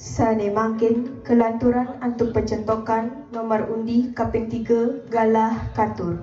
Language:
Balinese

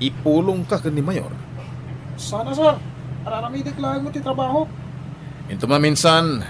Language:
Iloko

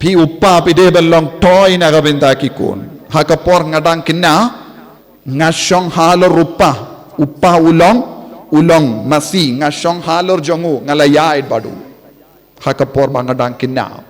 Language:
Khasi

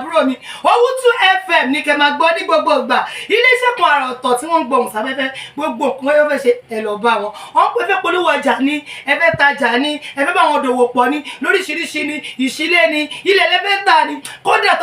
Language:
Yoruba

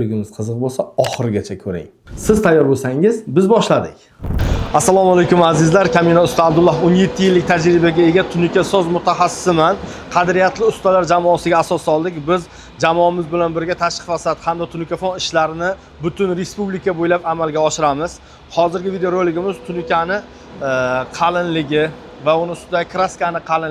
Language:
Uzbek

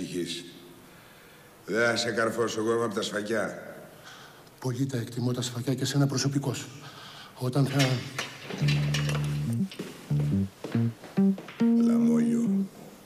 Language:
Greek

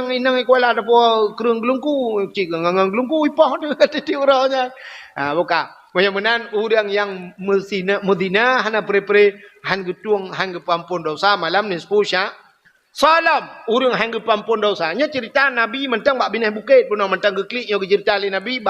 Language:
Achinese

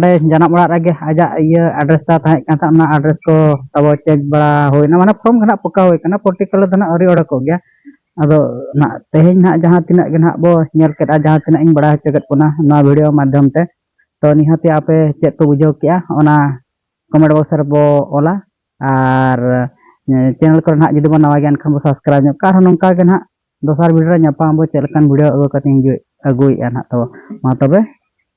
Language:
Santali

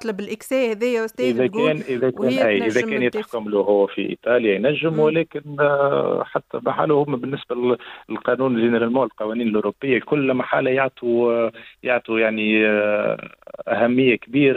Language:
Tunisian Arabic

